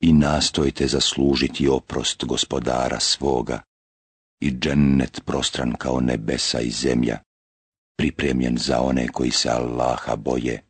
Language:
Bosnian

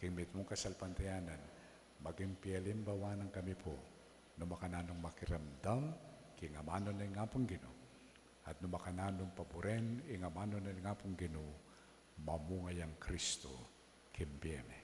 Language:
Pampanga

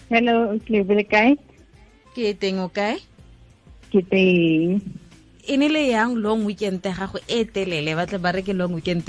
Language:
Tswana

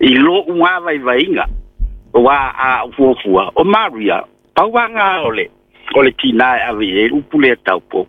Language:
Samoan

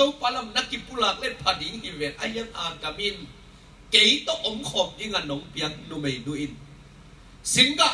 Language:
Tedim Chin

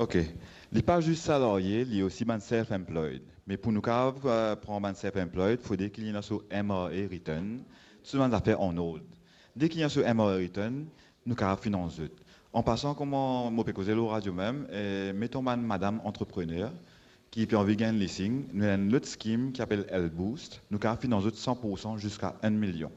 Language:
Morisyen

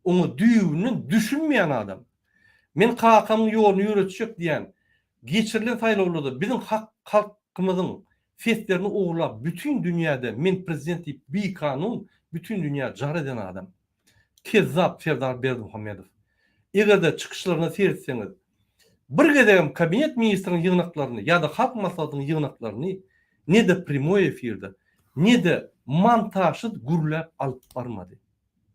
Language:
Turkmen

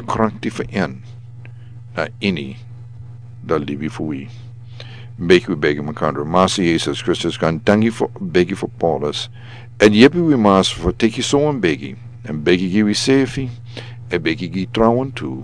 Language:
Sranan Tongo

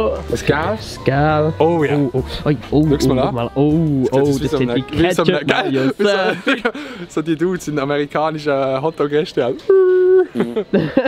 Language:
Swiss German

